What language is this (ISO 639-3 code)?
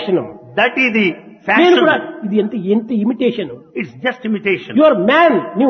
tel